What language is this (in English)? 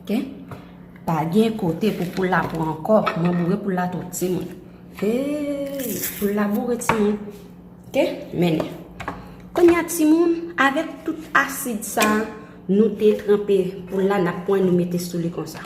Haitian Creole